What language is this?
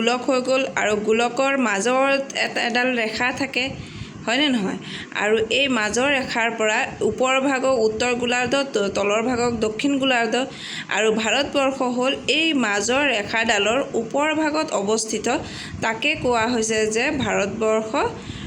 Assamese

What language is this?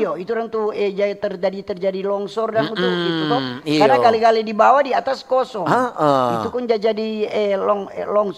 Manado Malay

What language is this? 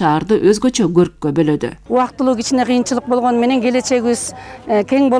Kyrgyz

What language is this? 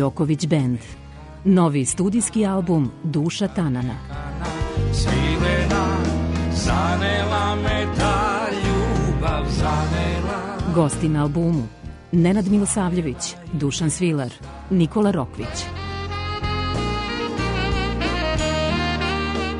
Serbian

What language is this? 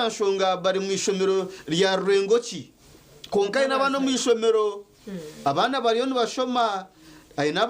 Nyankole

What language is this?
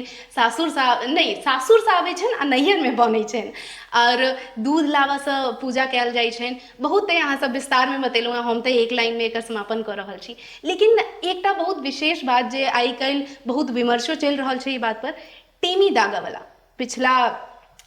Maithili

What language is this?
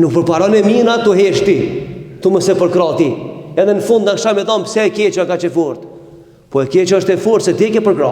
Albanian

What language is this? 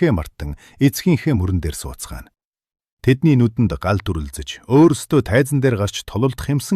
Mongolian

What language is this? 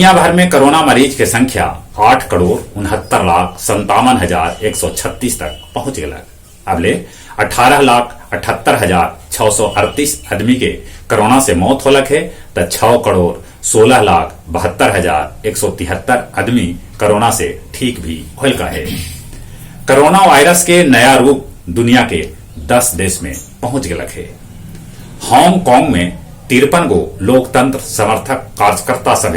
Magahi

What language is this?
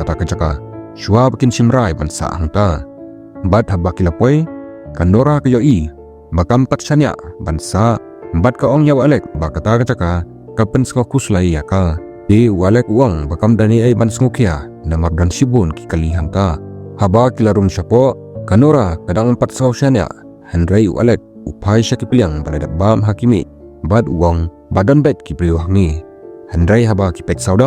Khasi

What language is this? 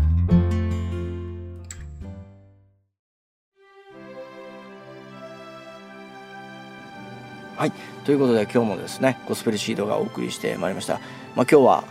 Japanese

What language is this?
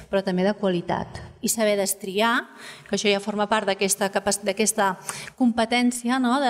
Catalan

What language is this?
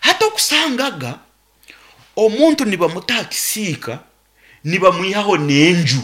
Nyankole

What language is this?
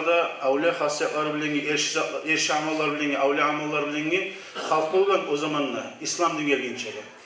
Kumyk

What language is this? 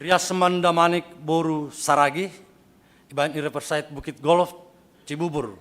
Batak Simalungun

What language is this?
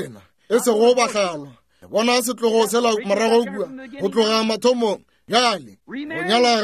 Northern Sotho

